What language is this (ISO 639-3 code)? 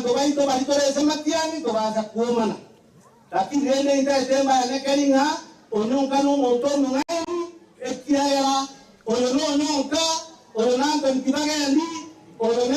guz